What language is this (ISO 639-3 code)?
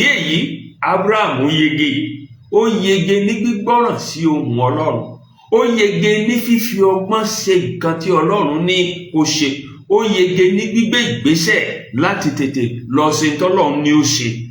yor